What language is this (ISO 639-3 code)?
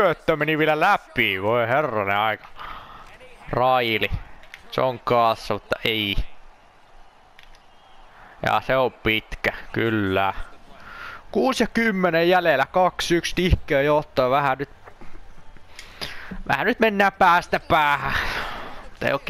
fin